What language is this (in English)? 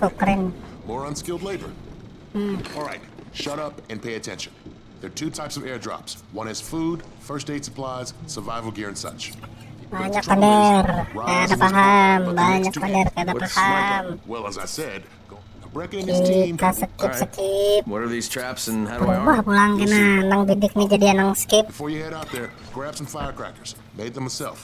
Banjar